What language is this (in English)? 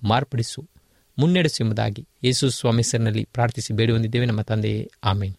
Kannada